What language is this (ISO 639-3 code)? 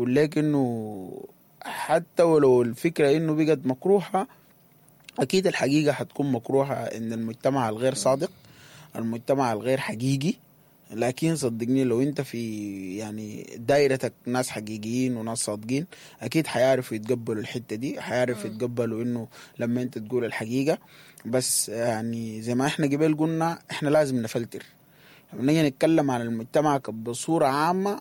apd